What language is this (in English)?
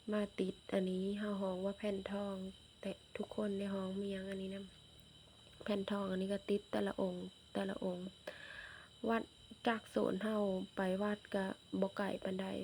Lao